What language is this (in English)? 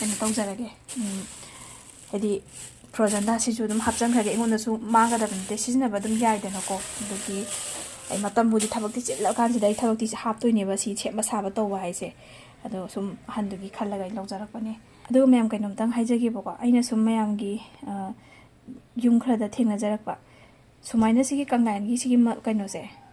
Manipuri